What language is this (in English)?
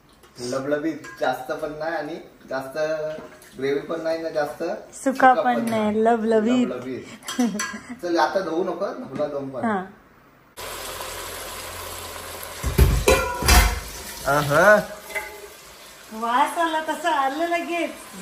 Marathi